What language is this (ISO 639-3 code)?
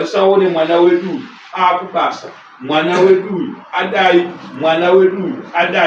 sna